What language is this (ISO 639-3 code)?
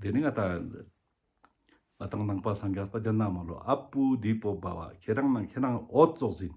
lbj